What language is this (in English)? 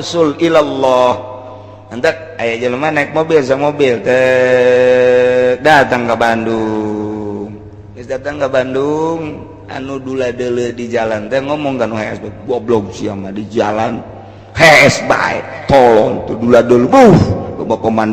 Sundanese